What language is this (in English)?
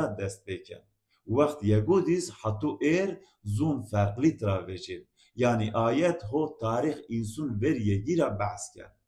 Zaza